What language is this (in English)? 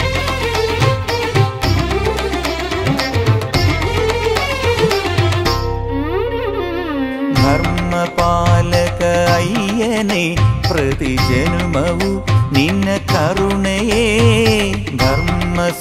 Kannada